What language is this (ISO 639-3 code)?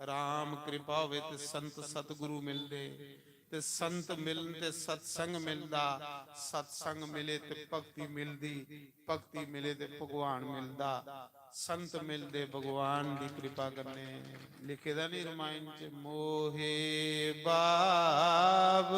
doi